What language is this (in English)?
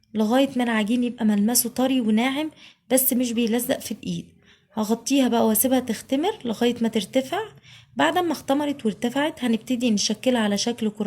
Egyptian Arabic